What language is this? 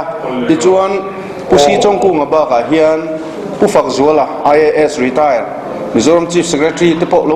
Mizo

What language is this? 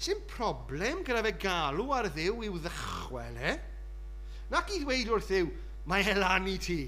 Welsh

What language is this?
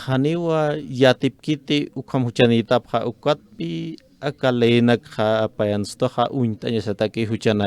Aymara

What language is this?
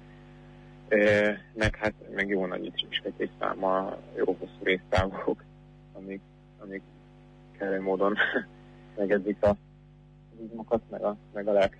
Hungarian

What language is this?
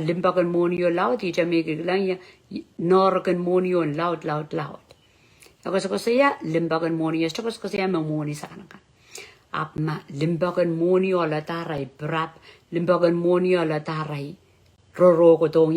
Pohnpeian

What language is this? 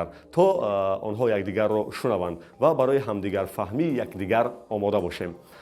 Tajik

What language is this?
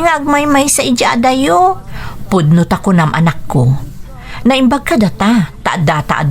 Iloko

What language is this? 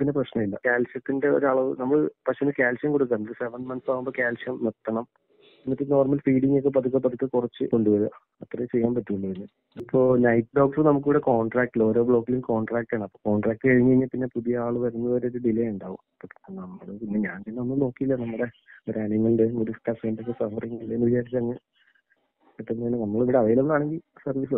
Malayalam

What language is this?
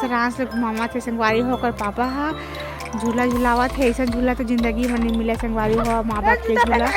Chhattisgarhi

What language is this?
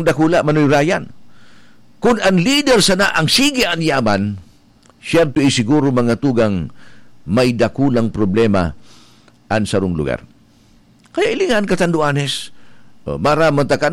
Bikol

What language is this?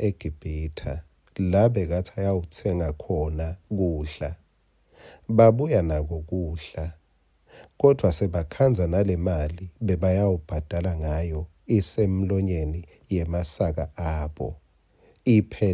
Swati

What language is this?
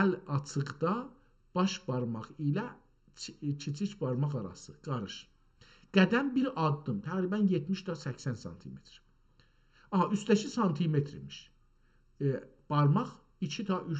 South Azerbaijani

